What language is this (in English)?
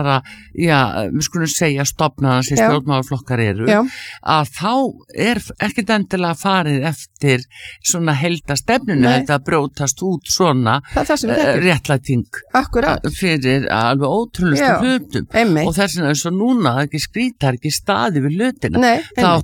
Icelandic